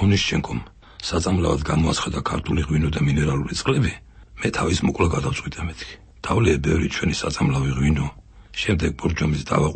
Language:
Georgian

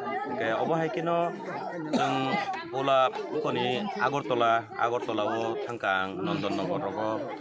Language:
Kok Borok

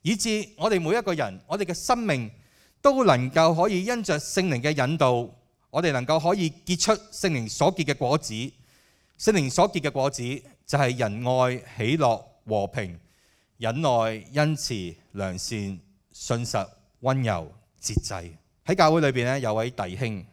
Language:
Cantonese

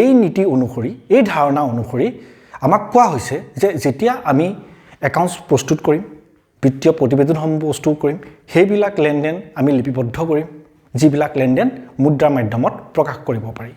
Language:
Assamese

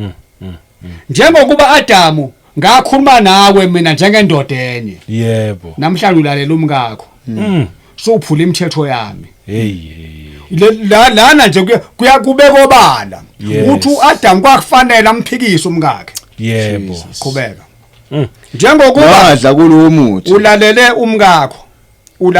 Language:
Zulu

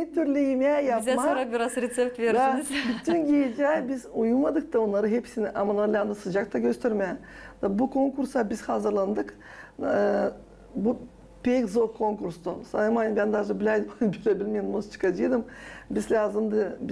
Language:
Gagauz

